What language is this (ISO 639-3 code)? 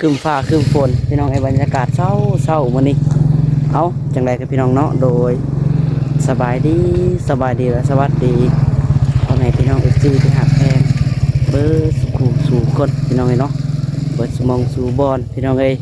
lao